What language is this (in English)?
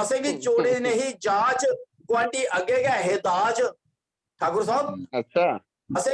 Dogri